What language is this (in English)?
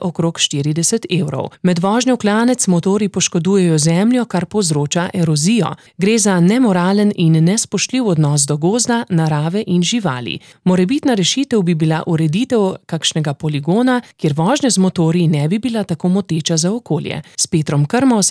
Slovenian